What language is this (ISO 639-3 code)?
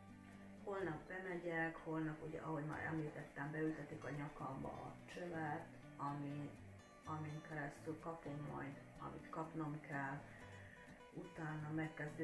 hun